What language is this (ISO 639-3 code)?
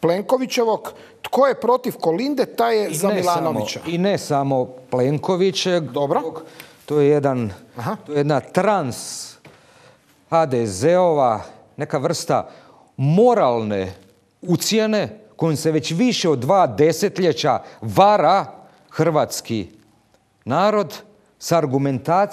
hrv